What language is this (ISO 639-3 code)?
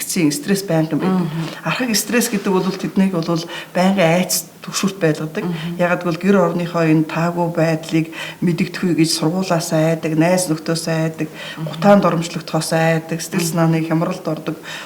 mon